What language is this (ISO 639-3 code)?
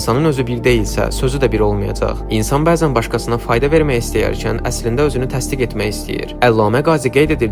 aze